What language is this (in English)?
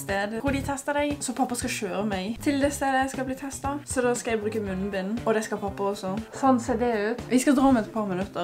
Norwegian